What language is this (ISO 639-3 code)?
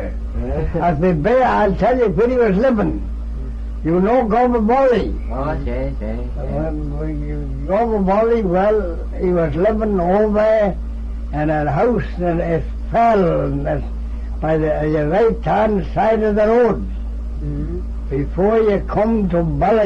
glv